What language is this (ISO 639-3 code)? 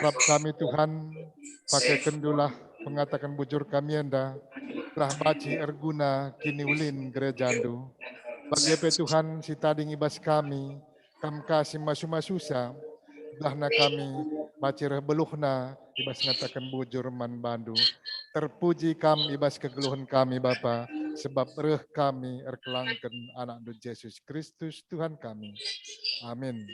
btx